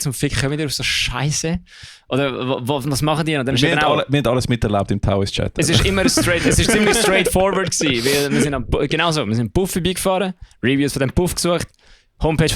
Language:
Swiss German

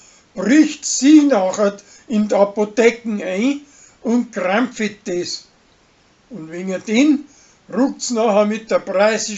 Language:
Bavarian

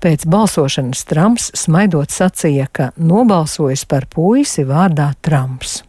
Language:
Latvian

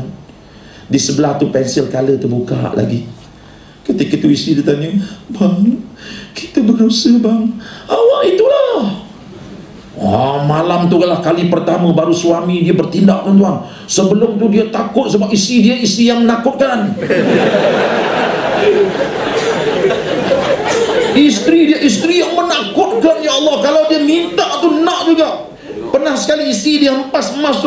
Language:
Malay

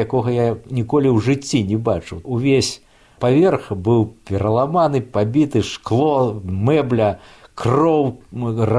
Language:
Belarusian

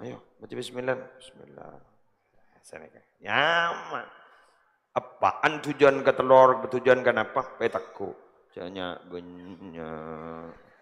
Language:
Madurese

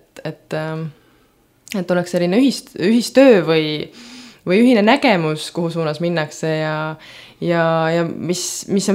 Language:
Estonian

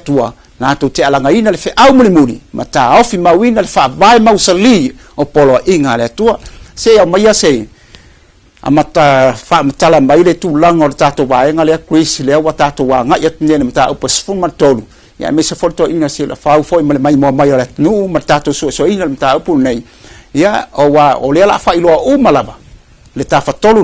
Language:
Samoan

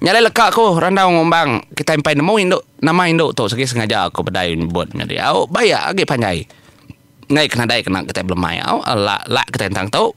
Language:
Iban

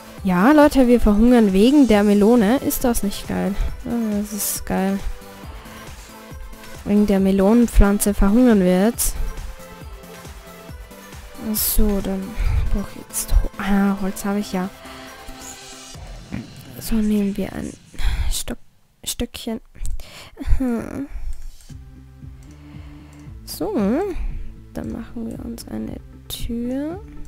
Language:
German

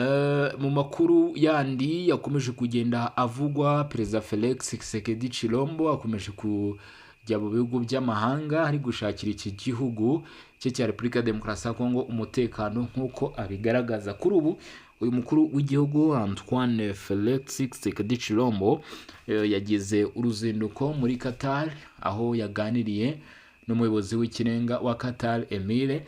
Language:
Kinyarwanda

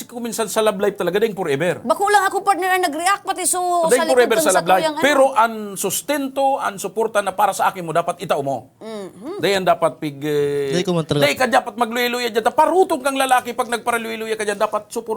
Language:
Bikol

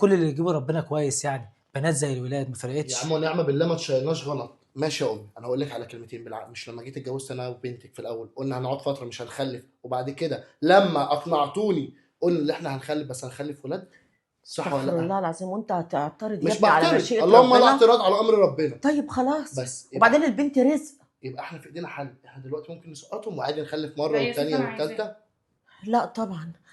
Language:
Egyptian Arabic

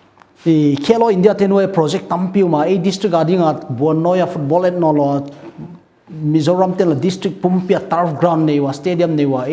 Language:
Paite Chin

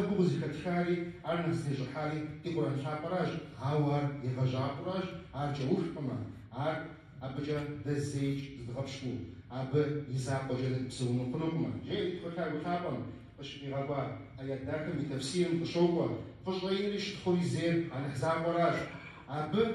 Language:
Kabardian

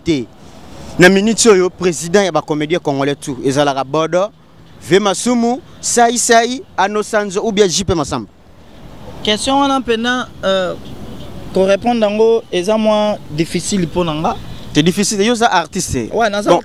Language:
Lingala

